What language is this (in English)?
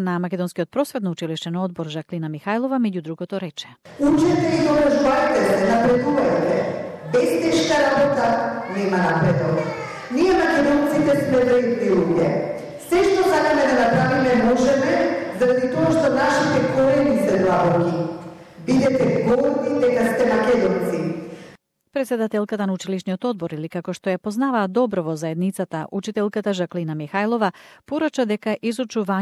Macedonian